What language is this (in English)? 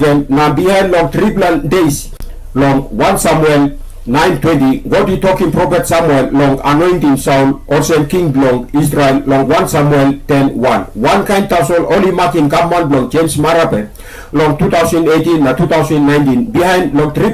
Tok Pisin